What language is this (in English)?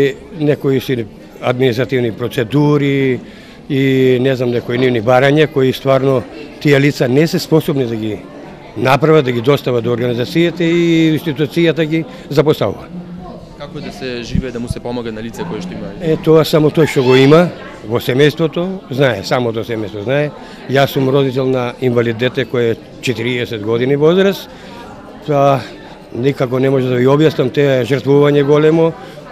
Macedonian